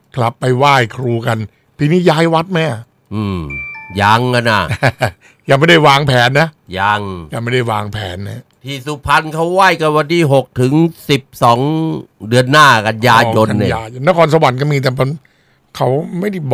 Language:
Thai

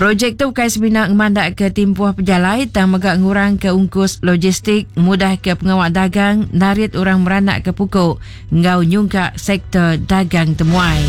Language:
Iban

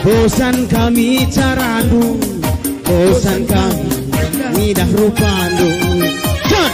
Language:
Batak Karo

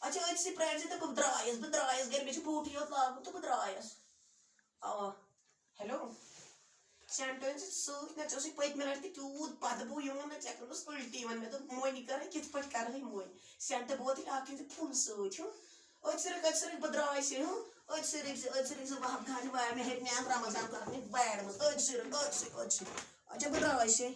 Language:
Kashmiri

